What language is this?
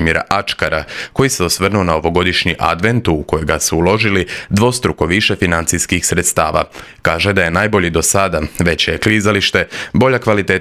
Croatian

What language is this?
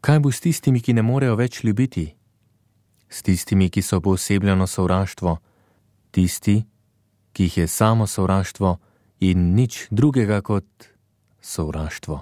Slovenian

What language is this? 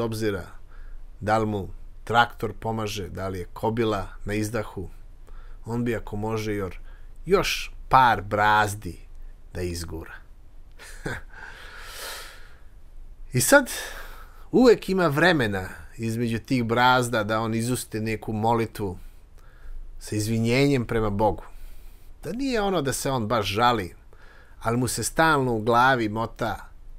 Serbian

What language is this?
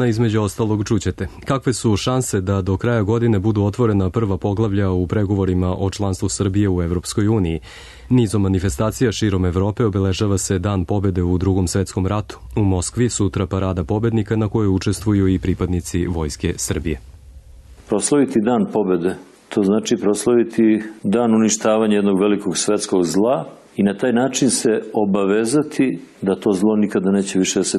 Serbian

